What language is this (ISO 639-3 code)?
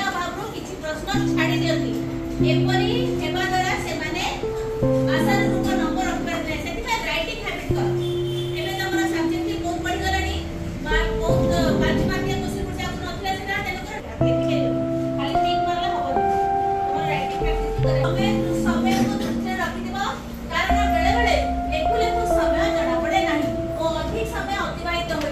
ori